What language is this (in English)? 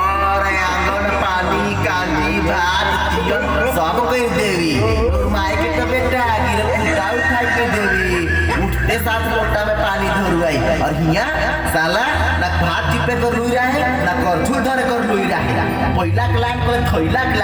Sadri